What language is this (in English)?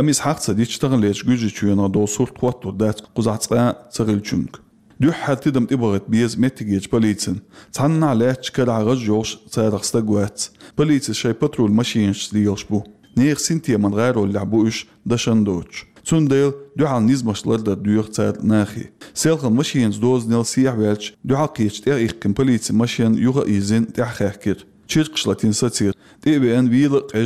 Chechen